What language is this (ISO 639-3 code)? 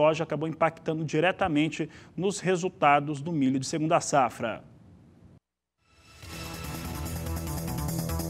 por